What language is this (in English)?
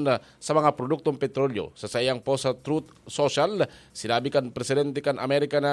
Bikol